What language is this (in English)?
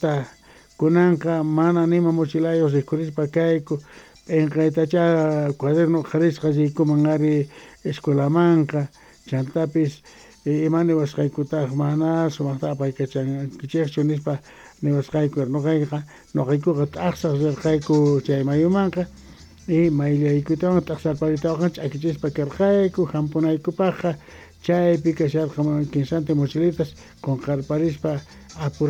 South Bolivian Quechua